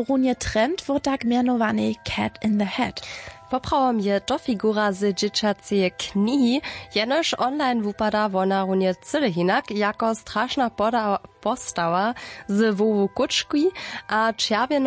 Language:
Upper Sorbian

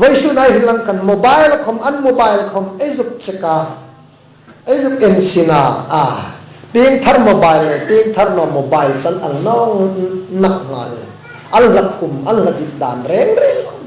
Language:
Hmar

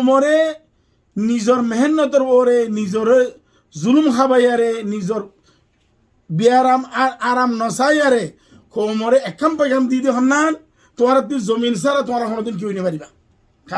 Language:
Rohingya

